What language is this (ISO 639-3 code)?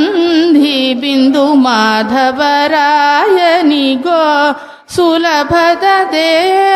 kan